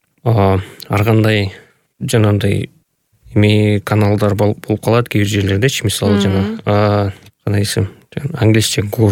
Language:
Kyrgyz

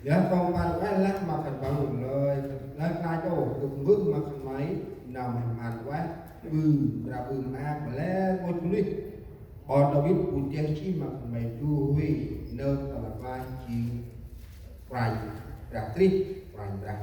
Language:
Central Mnong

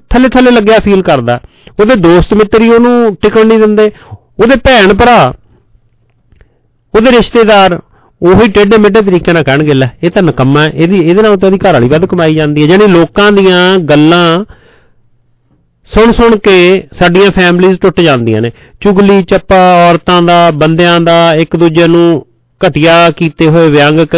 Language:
Punjabi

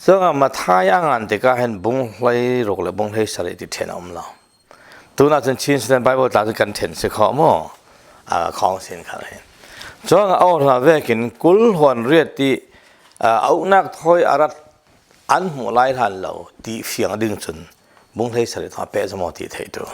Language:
Falam Chin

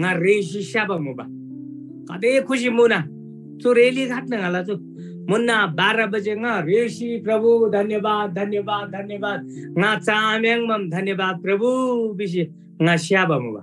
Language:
Eastern Tamang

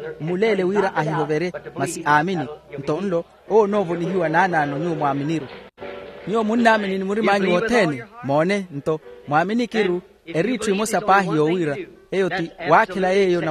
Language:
Makhuwa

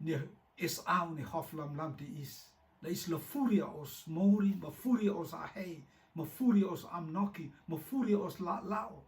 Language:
Rotuman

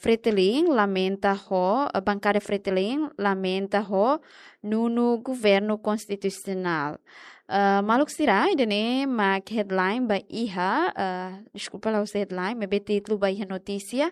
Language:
Tetum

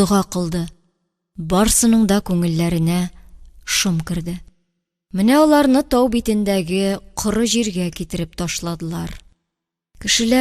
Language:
Tatar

